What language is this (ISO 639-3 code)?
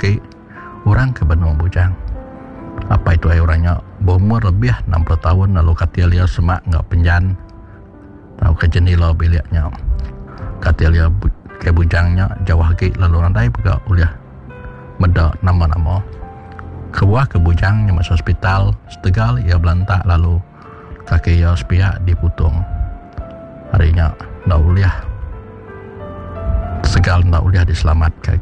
iba